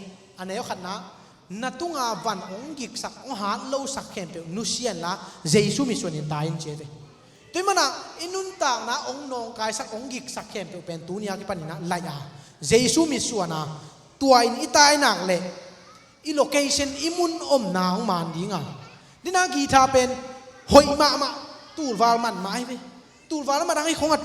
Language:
Tedim Chin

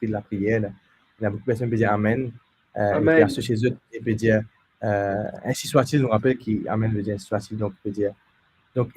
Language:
Morisyen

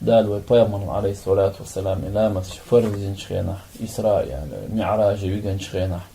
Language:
Chechen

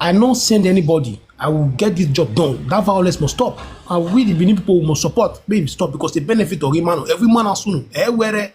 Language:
Nigerian Pidgin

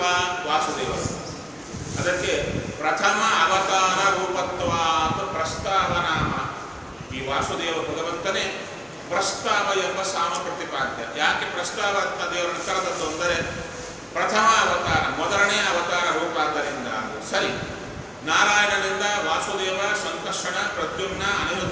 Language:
Kannada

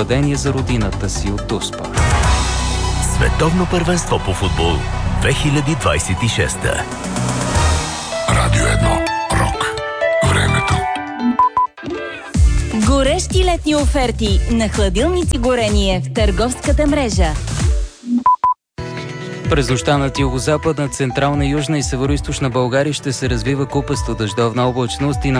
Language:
Bulgarian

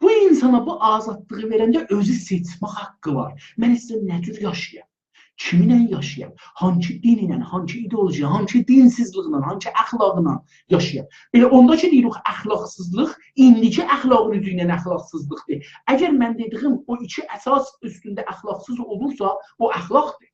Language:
South Azerbaijani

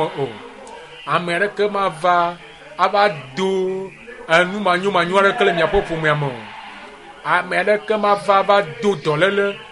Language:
Ewe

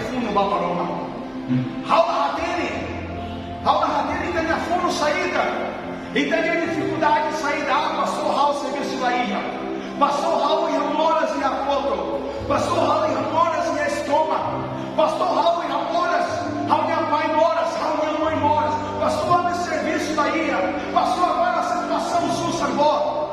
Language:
Tetum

